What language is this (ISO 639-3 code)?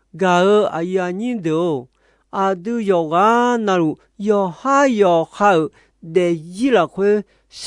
ahk